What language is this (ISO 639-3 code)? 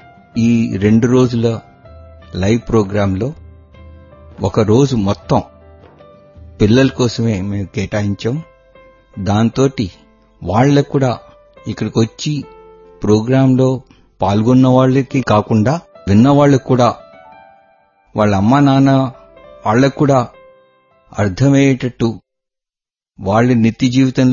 tel